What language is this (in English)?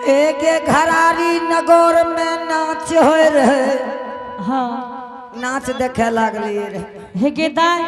Angika